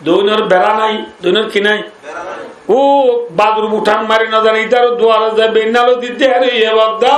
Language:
Rohingya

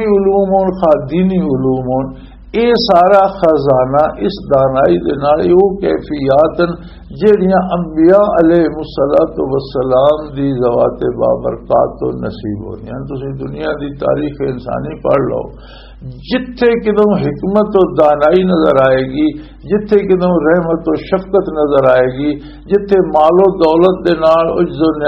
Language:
Western Panjabi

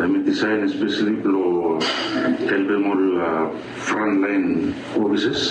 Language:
Bislama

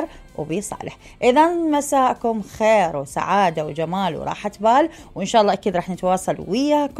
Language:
Mesopotamian Arabic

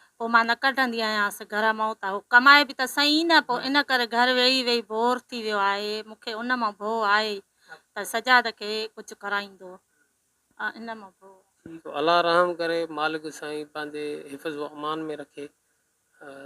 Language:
Sindhi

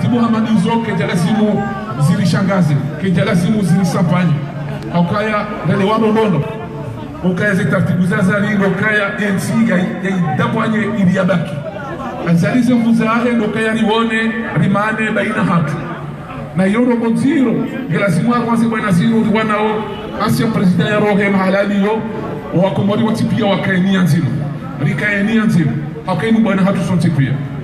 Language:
Ngazidja Comorian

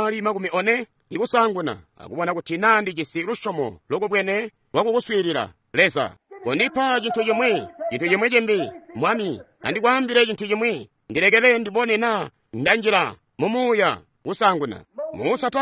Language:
Tonga (Zambia)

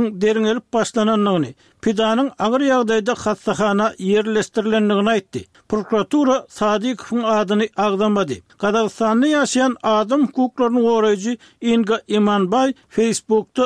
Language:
Turkmen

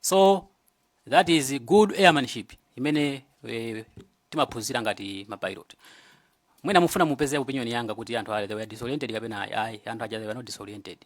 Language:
Nyanja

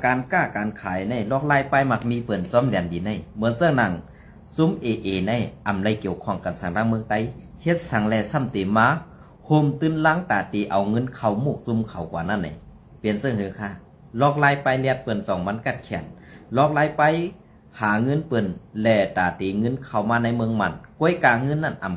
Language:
Shan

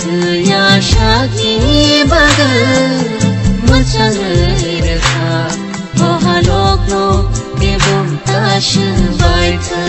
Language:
Kok Borok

